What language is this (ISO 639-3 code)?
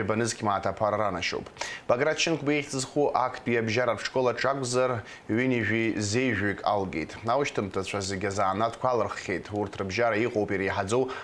abk